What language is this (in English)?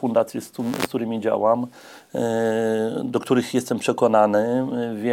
Polish